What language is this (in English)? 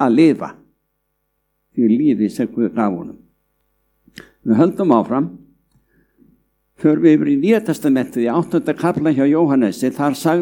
Icelandic